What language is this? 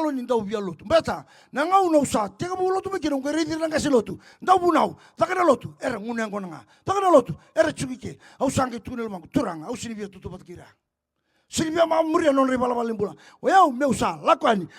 Fijian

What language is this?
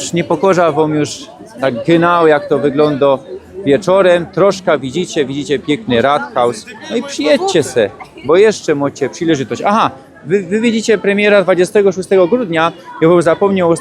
Silesian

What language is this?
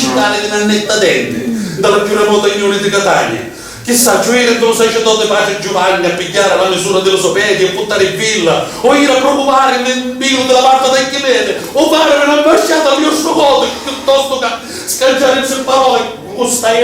Sicilian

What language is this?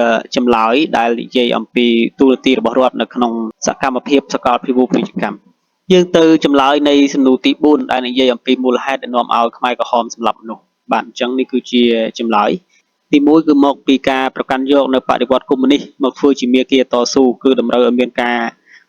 Khmer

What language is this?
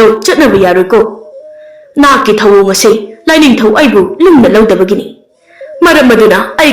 Manipuri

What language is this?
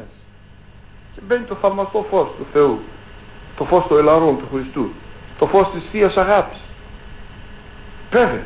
Greek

